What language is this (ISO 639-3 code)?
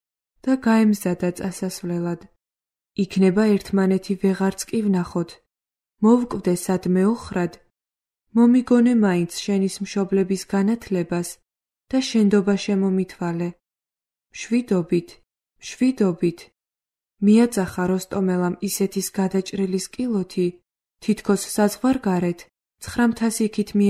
kat